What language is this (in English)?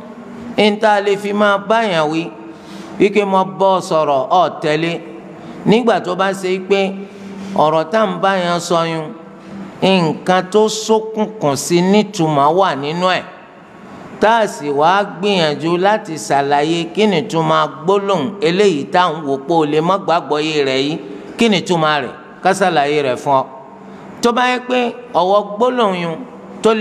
Yoruba